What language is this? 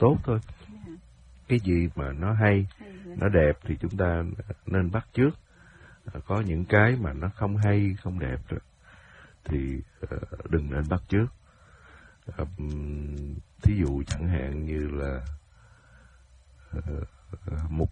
Vietnamese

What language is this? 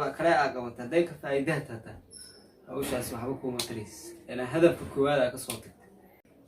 Somali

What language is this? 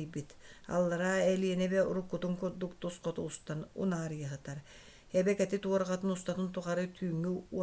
Yakut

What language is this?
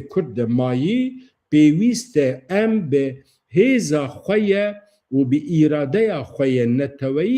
Kurdish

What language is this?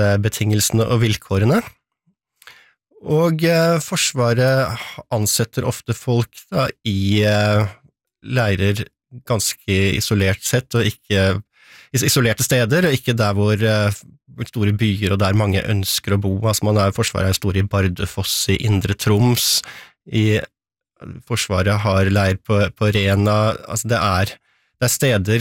Norwegian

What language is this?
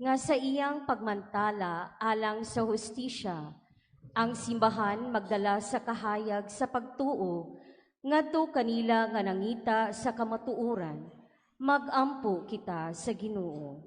Cebuano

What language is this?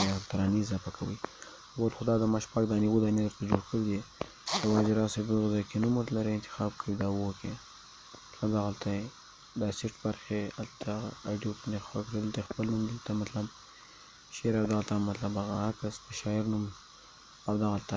Pashto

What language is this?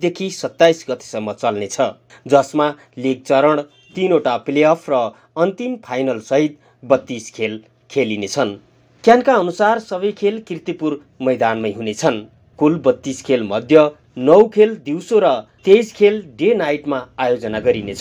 Nepali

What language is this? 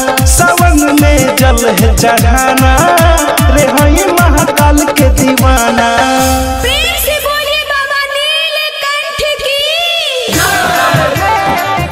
Bhojpuri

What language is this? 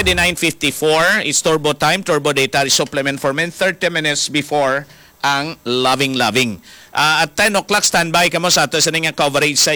Hiligaynon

